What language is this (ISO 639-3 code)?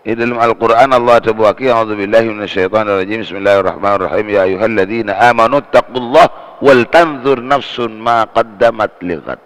mad